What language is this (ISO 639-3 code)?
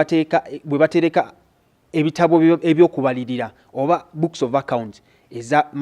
lug